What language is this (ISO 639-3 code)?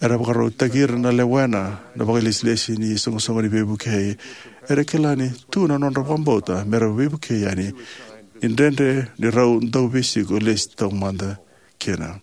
fij